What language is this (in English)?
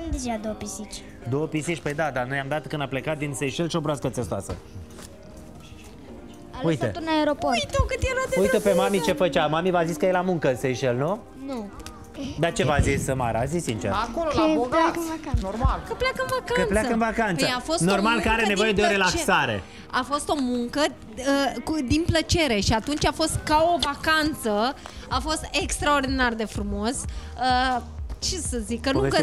Romanian